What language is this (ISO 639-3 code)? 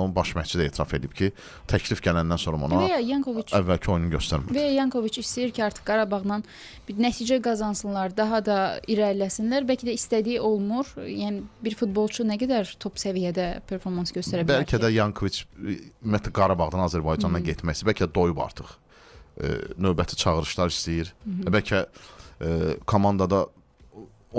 aze